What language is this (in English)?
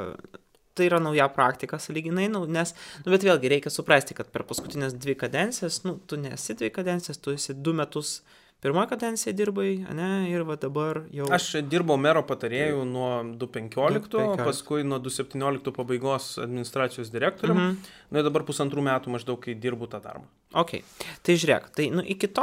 Lithuanian